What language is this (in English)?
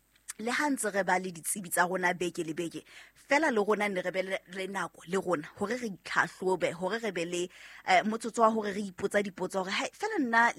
Southern Sotho